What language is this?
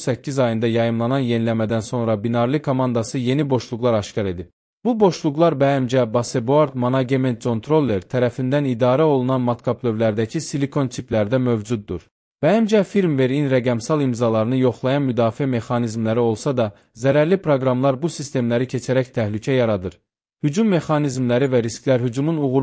Azerbaijani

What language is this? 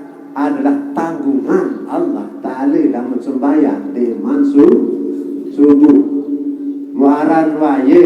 Sasak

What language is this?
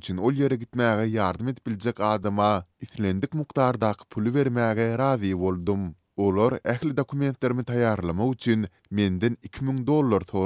Turkmen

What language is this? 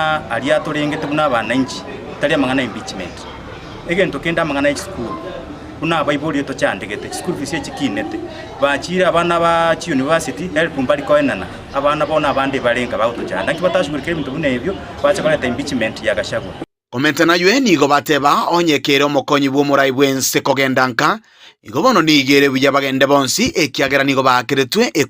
Gusii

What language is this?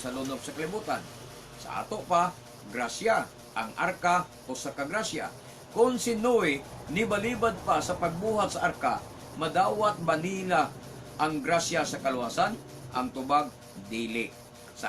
Cebuano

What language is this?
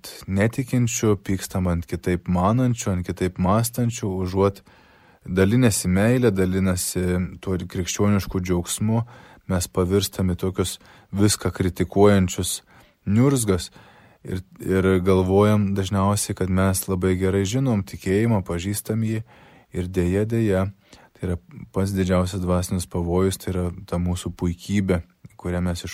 Lithuanian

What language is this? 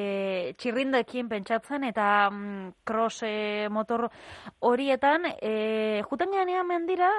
Basque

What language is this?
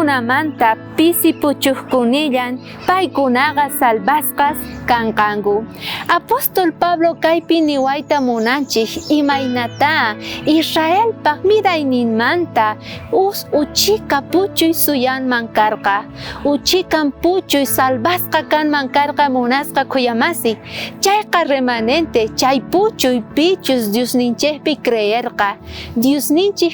South Bolivian Quechua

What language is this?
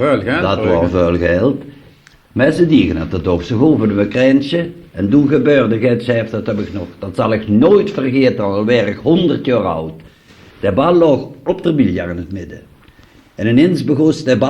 Limburgish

